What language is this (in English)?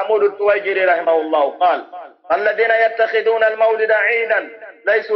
Pular